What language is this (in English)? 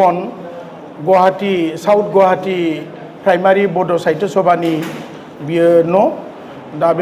Bodo